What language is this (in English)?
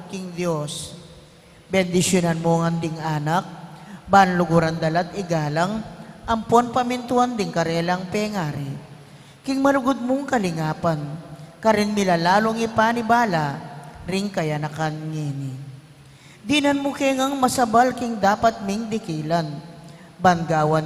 Pampanga